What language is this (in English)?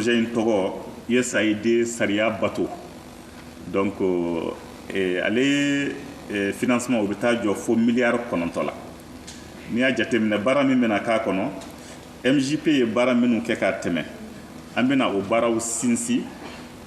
Bambara